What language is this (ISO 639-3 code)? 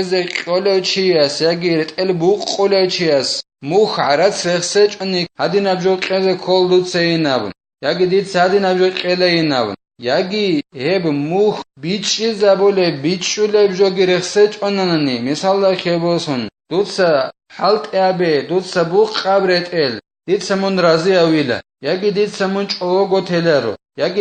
ava